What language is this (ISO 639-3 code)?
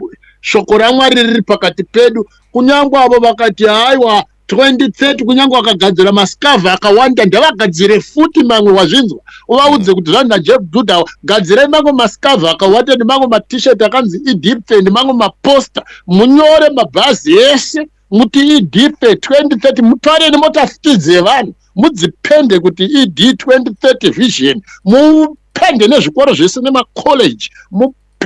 sna